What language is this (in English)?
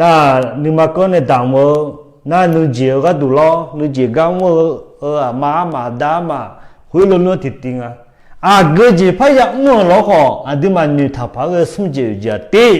Akha